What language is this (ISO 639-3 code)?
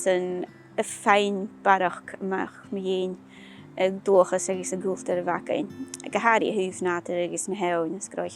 gla